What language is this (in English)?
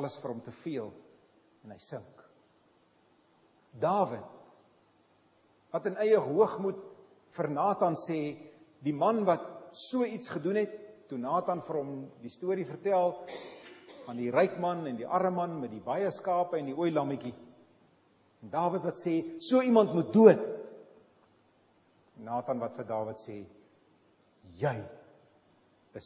Afrikaans